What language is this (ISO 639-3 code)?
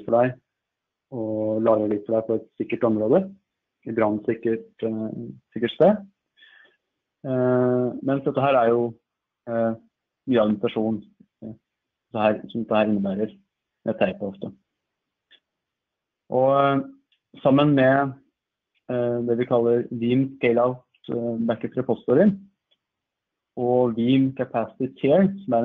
nor